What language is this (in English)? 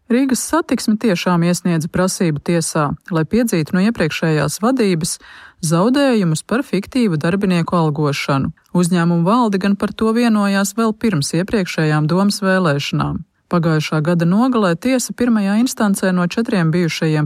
Latvian